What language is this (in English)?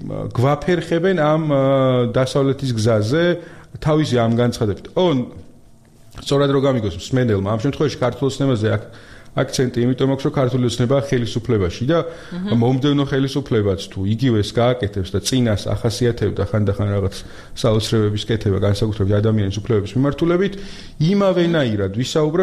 Georgian